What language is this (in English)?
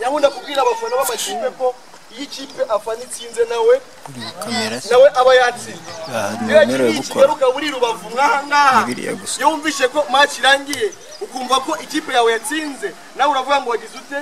Kinyarwanda